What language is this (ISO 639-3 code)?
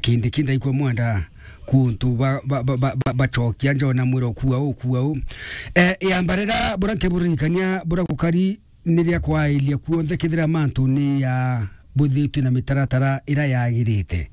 mer